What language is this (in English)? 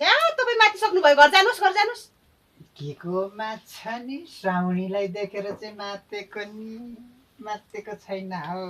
Nepali